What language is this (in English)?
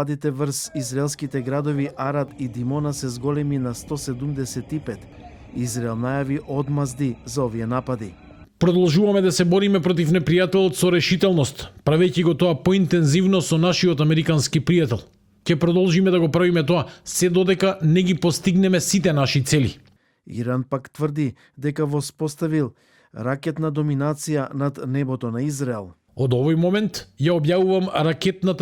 Macedonian